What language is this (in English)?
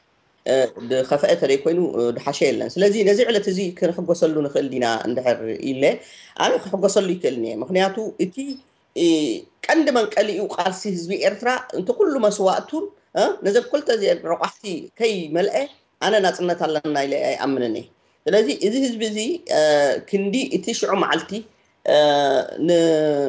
Tigrinya